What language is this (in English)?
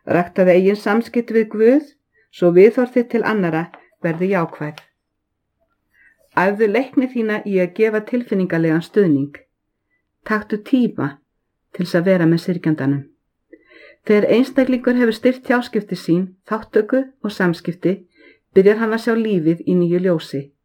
Icelandic